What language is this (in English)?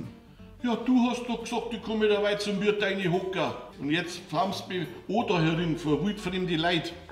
Bavarian